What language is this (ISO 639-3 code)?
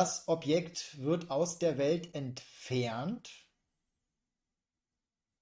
deu